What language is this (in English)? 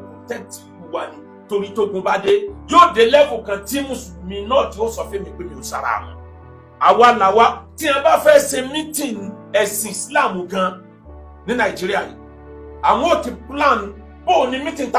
Yoruba